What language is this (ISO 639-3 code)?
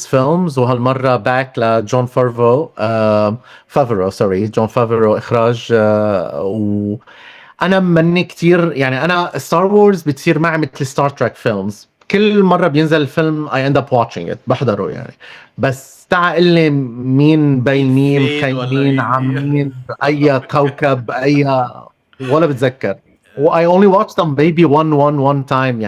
arz